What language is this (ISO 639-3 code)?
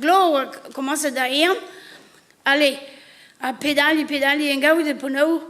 bre